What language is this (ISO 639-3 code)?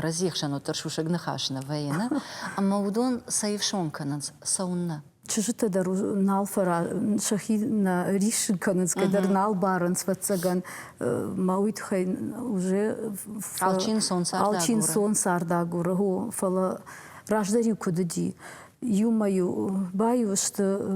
oss